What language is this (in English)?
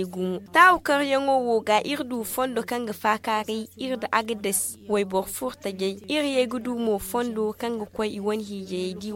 Zarma